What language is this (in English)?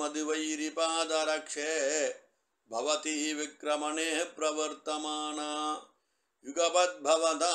Tamil